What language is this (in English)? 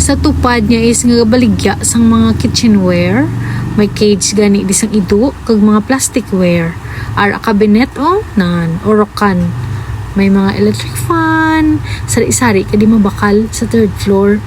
Hiligaynon